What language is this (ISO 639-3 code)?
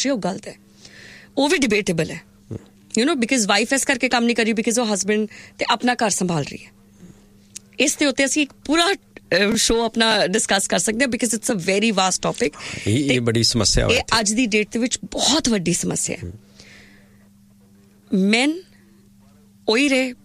pan